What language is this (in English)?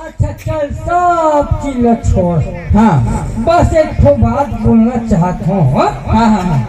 Chhattisgarhi